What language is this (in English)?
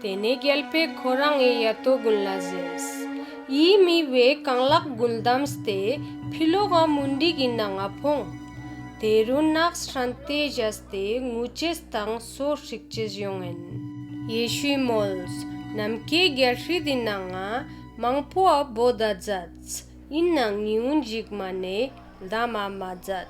Ladakhi